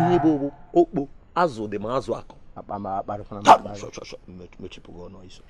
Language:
Igbo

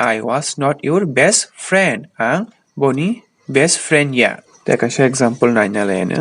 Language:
Kok Borok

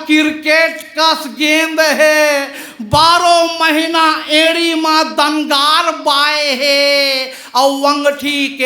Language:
Chhattisgarhi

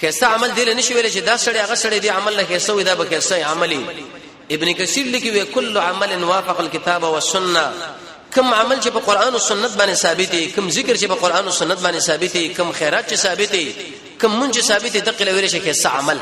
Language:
Pashto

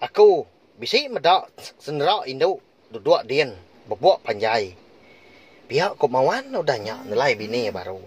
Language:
Iban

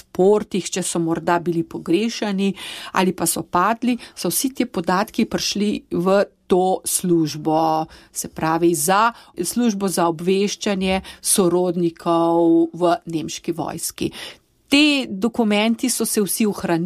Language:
Slovenian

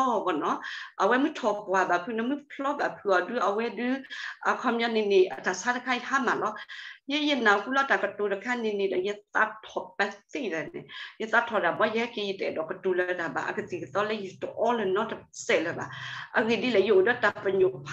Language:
S'gaw Karen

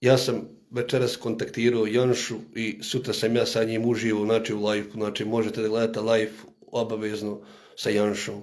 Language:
Bosnian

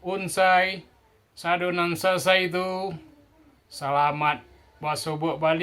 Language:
Minangkabau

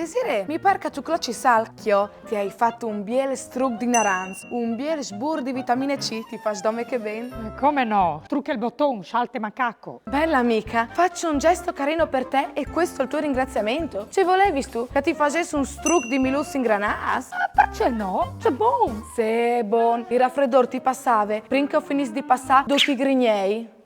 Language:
Friulian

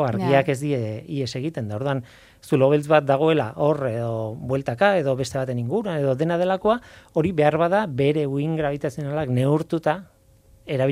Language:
Basque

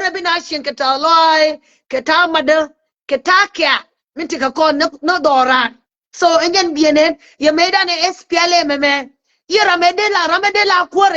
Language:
Nuer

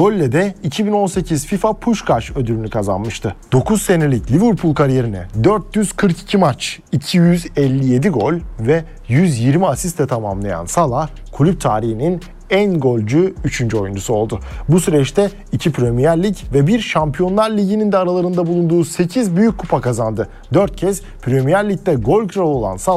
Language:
Turkish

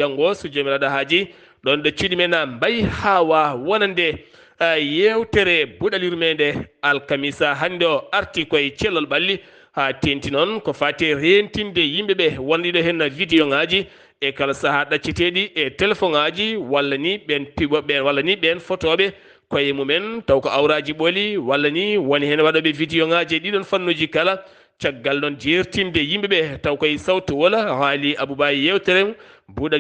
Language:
Fula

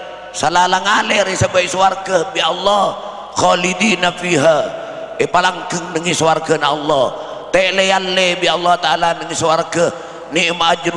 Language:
Madurese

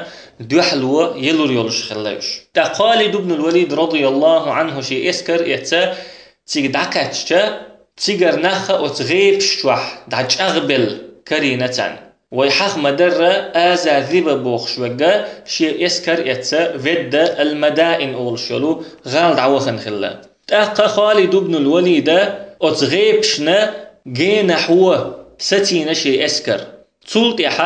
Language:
Chechen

